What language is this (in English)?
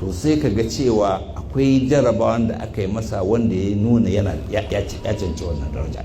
Hausa